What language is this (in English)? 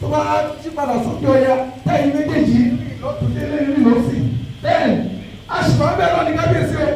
Yoruba